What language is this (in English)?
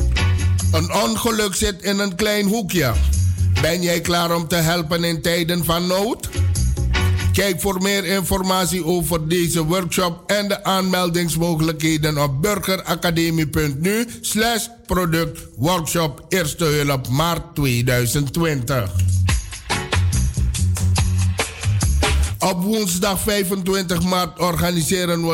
Dutch